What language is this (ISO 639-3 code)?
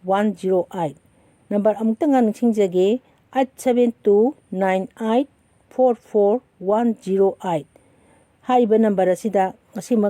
mni